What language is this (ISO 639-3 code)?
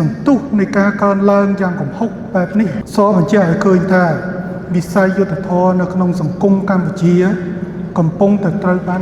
khm